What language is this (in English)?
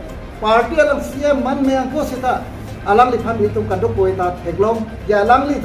Karbi